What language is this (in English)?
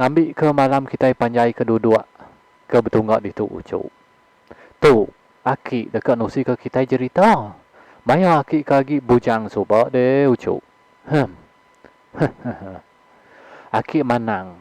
Iban